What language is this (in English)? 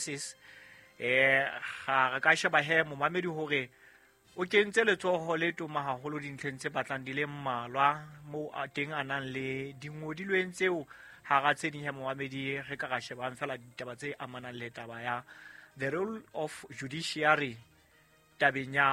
Southern Sotho